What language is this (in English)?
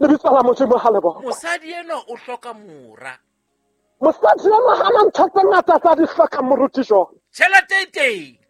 Southern Sotho